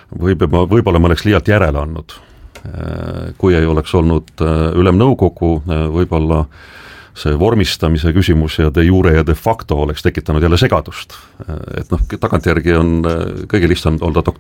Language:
Estonian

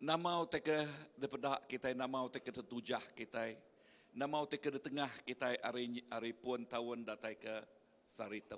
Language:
Iban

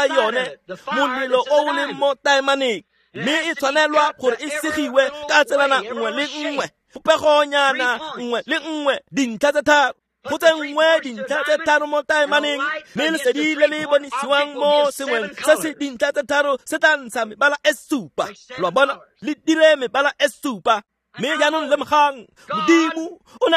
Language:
Tswana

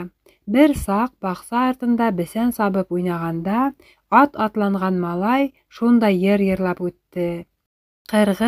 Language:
Bashkir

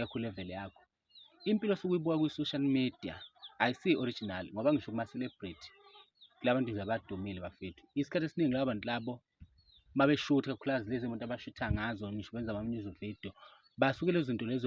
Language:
Zulu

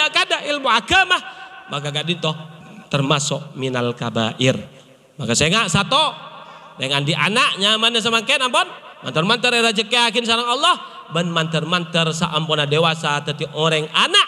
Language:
Madurese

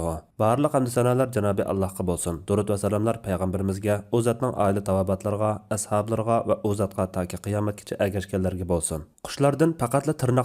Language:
Uyghur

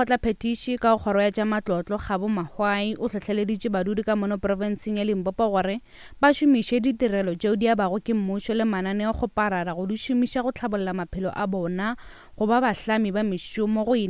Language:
Northern Sotho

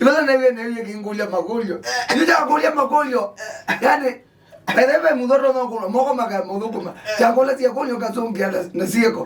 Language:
Kamba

